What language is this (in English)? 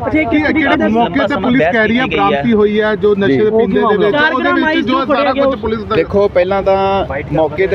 Punjabi